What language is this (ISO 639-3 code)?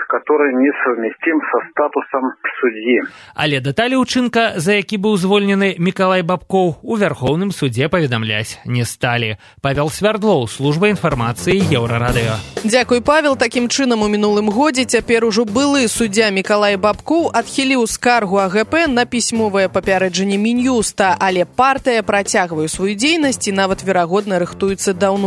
bel